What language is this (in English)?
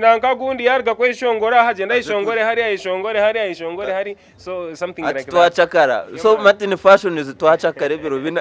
Nyankole